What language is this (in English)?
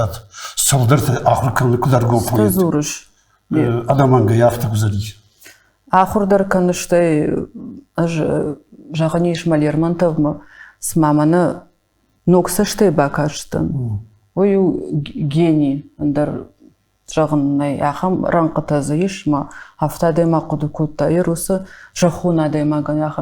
Ossetic